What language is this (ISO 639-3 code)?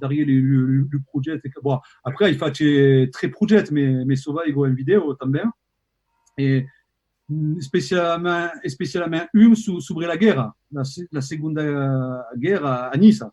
oci